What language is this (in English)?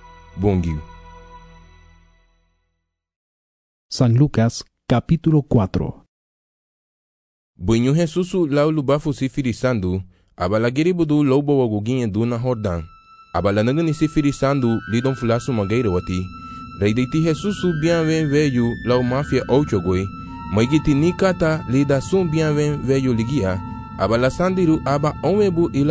Garifuna